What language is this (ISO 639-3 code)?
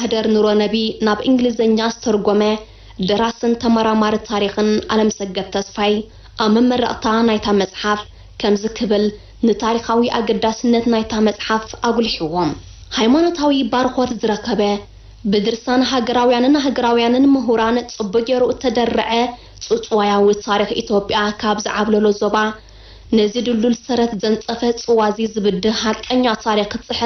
tir